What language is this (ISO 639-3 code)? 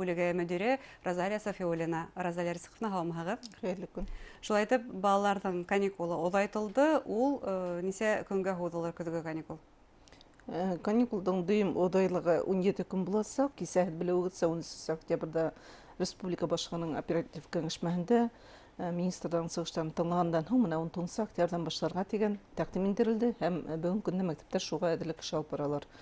bak